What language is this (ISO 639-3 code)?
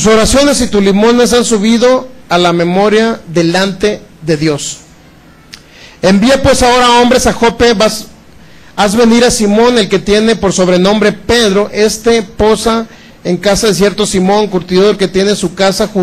spa